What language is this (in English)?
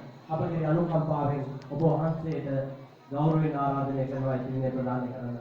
Sinhala